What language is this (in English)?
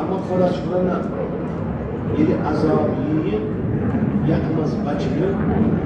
Kashmiri